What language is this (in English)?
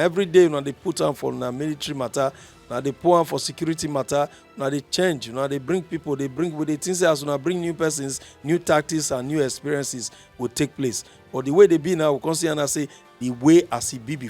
Nigerian Pidgin